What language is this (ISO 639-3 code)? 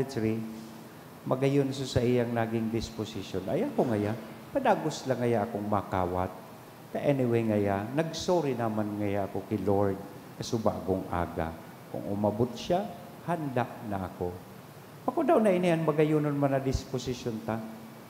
bik